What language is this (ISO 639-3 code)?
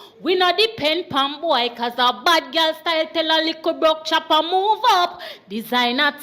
jam